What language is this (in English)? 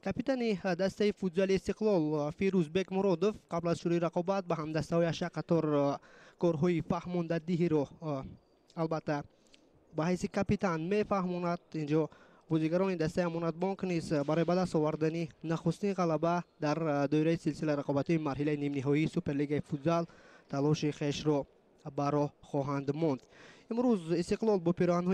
Tajik